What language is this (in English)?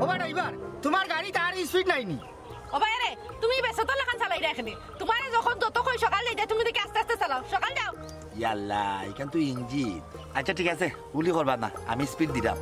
Sylheti